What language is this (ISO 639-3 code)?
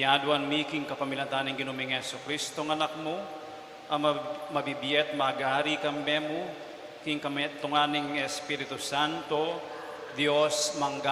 pam